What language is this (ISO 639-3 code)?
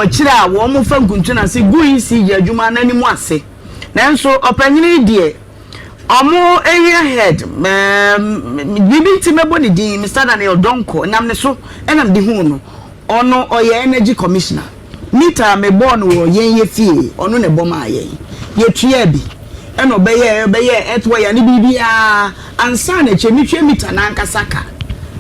aka